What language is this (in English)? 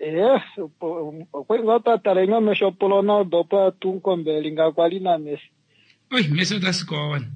Kuanyama